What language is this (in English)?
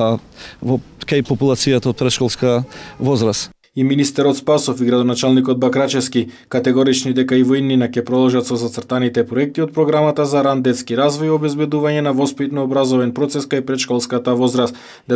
Macedonian